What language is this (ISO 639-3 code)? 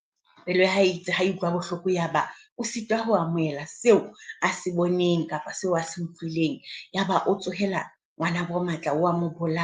sot